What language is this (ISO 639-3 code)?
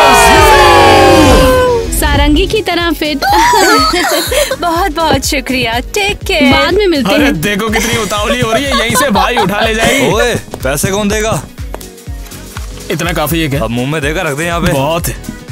hin